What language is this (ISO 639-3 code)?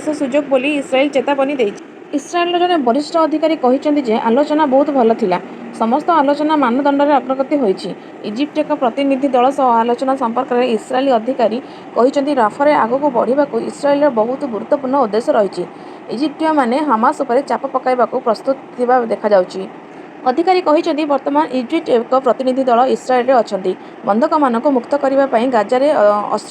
ori